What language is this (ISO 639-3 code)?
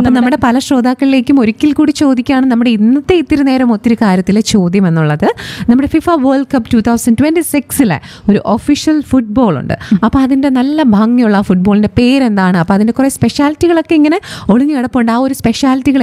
mal